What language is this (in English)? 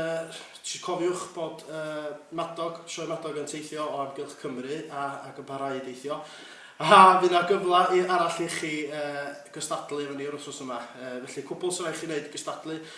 Welsh